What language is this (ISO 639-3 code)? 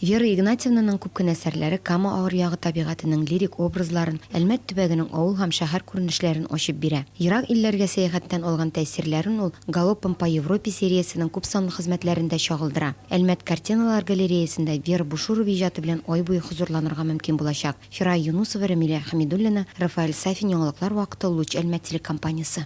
tat